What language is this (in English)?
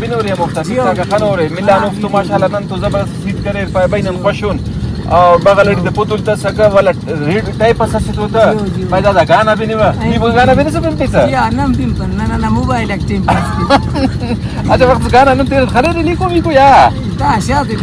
Brahui